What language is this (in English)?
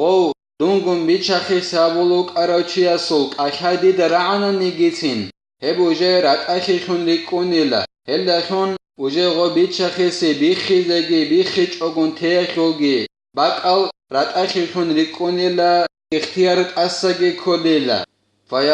Avaric